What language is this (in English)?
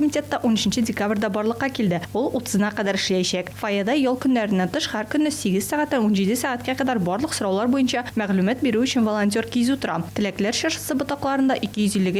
Tatar